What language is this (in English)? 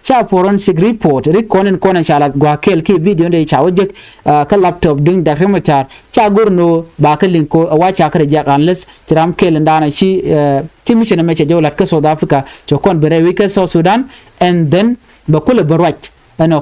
Nuer